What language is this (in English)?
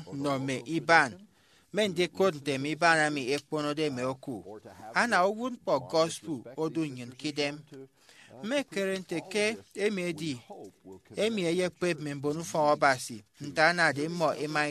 Efik